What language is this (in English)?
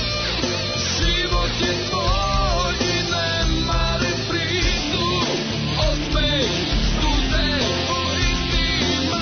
Serbian